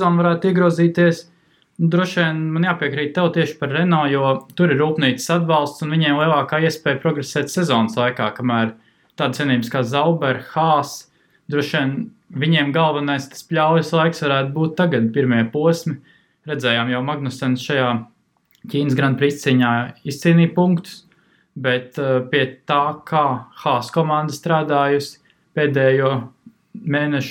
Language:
Latvian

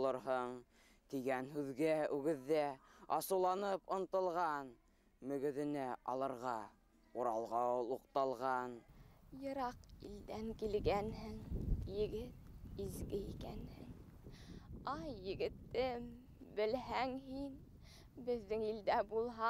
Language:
Bashkir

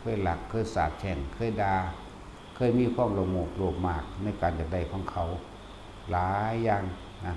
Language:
Lao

